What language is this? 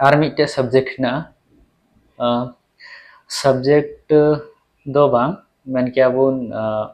Santali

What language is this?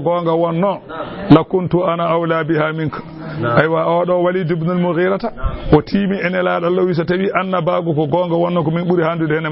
Fula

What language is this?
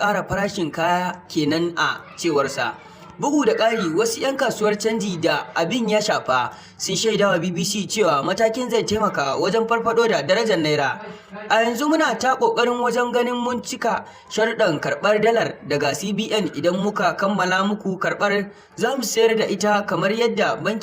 Hausa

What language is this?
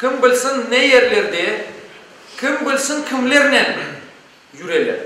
Crimean Tatar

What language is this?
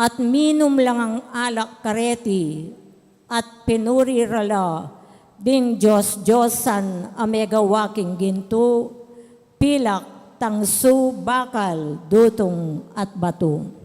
Pampanga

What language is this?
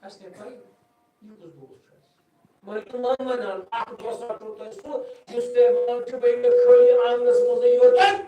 Kashmiri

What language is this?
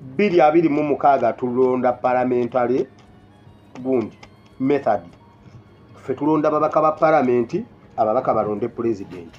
Ganda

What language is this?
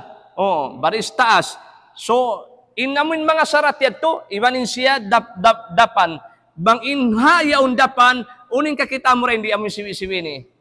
Tausug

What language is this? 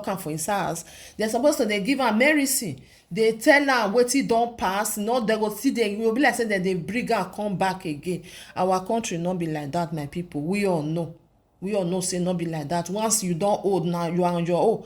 Nigerian Pidgin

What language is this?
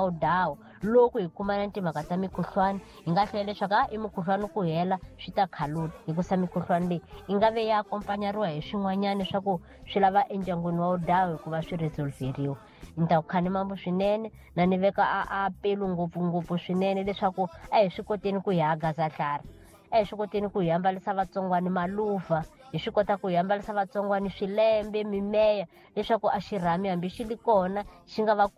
Tsonga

